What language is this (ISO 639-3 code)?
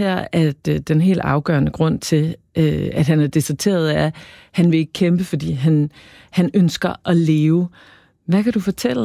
dan